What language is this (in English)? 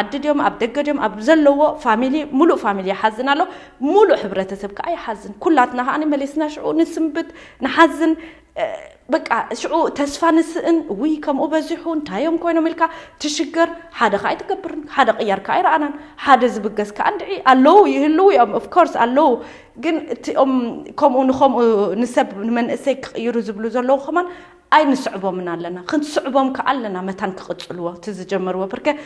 Tigrinya